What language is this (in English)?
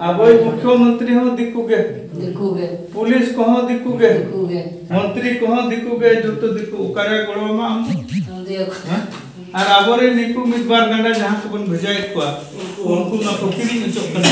Santali